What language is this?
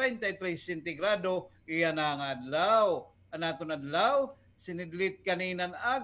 Waray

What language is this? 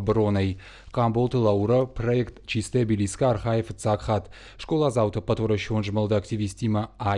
Ossetic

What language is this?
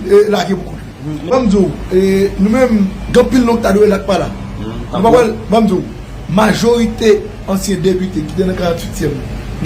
Haitian Creole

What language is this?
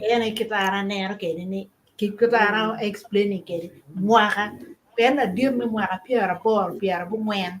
Acoli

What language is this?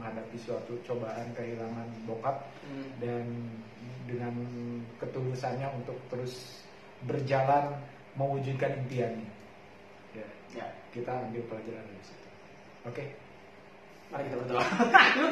Indonesian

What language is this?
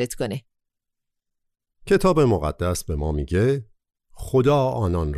Persian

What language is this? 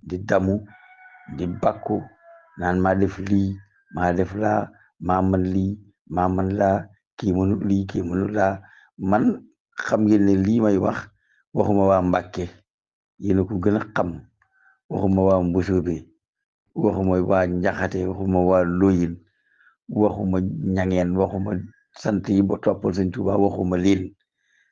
Wolof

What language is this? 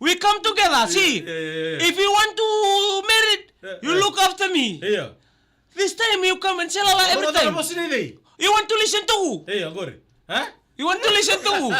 Fijian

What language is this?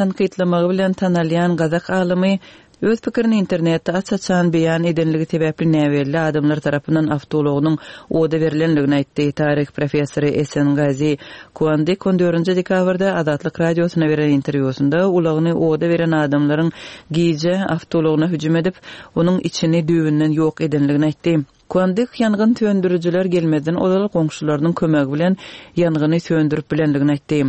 Turkmen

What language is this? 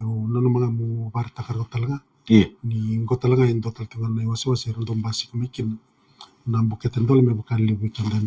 Fijian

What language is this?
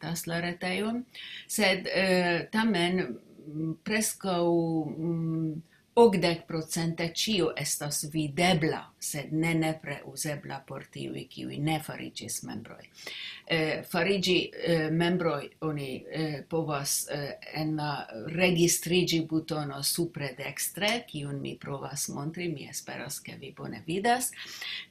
Esperanto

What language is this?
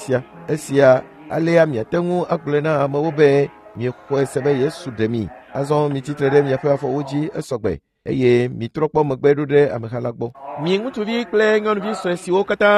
Ewe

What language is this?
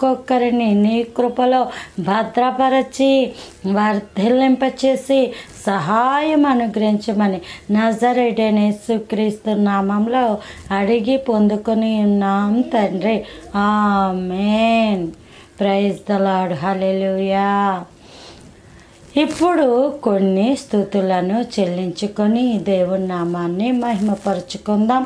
Telugu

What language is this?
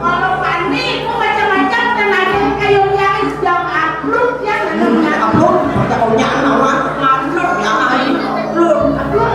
Balinese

